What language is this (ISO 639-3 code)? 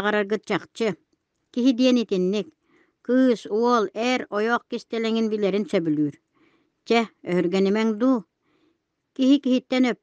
sah